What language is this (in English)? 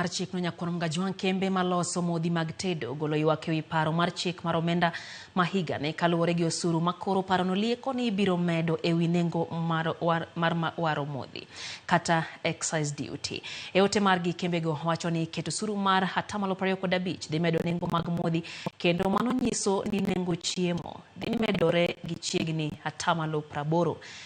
Luo (Kenya and Tanzania)